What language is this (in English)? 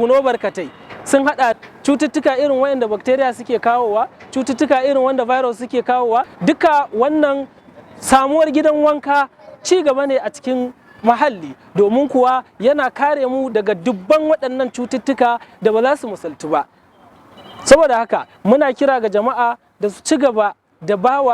Hausa